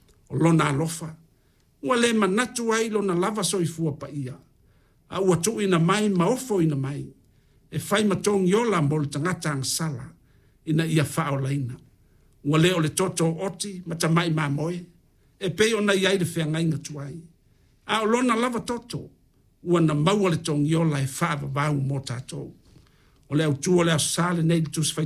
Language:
Samoan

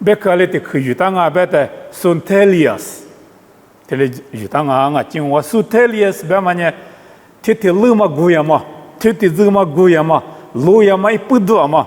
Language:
Lisu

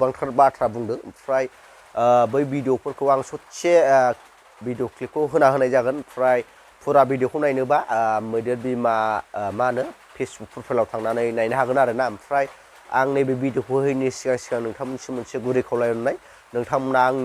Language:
Bodo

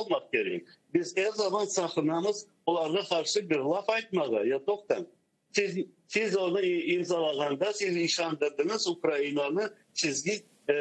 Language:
Crimean Tatar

